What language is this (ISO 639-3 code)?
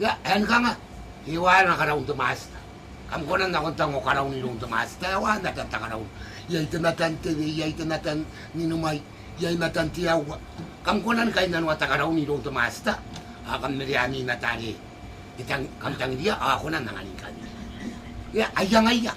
gil